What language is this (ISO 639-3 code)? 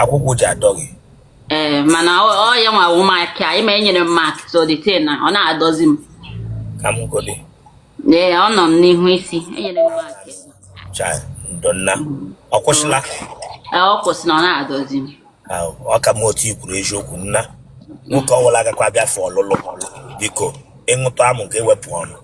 ibo